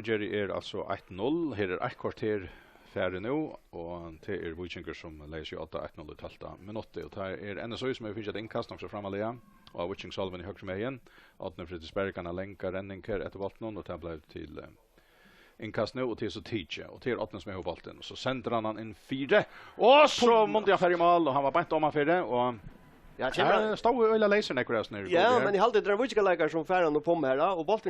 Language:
Faroese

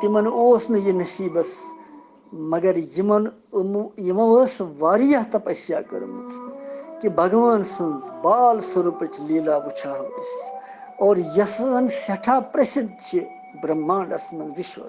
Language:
Kashmiri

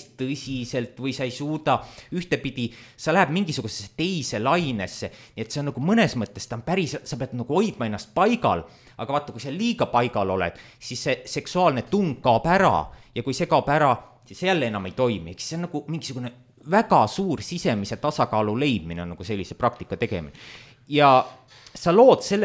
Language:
Estonian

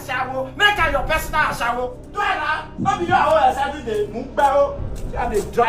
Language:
Nigerian Pidgin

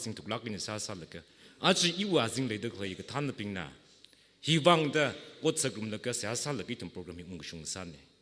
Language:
Tangkhul Naga (India)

